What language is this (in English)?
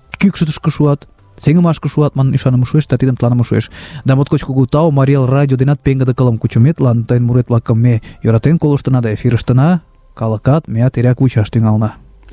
Mari